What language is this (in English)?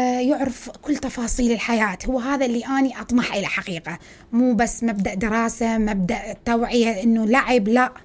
Mesopotamian Arabic